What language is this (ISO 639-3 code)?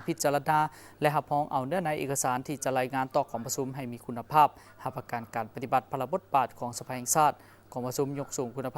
lao